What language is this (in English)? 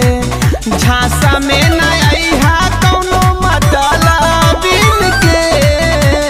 Bhojpuri